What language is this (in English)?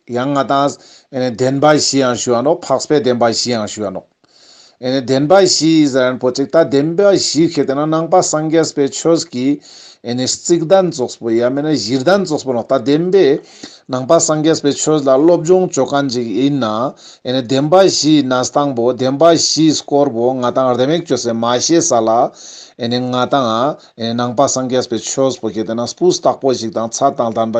Ladakhi